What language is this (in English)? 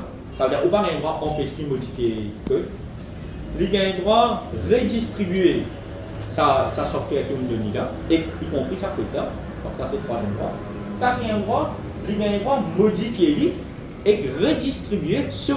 Morisyen